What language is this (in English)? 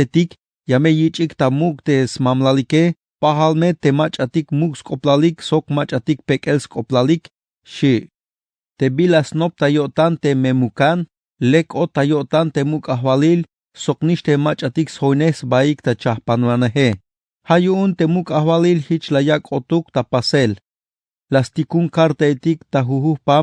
Tzeltal